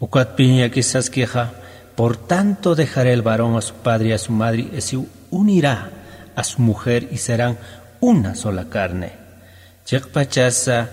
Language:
Aymara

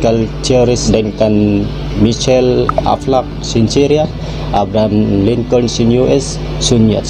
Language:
Tausug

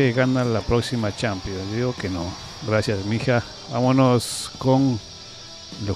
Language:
Spanish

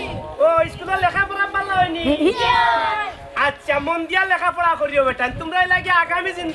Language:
Sylheti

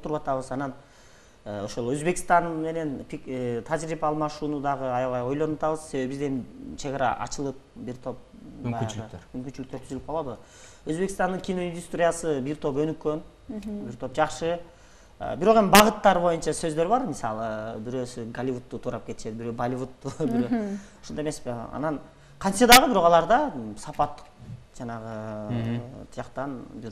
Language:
Kyrgyz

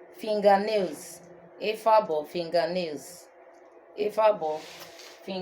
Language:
Urhobo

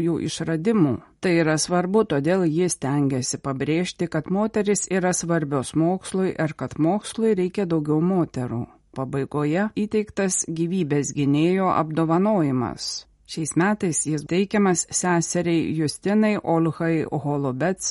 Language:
Lithuanian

